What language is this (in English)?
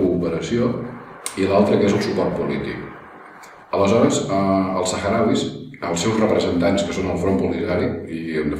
Catalan